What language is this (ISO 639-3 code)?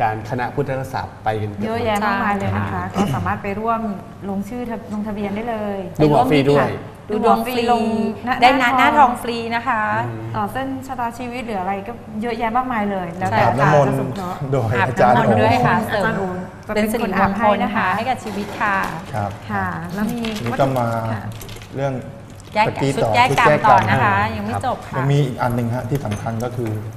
tha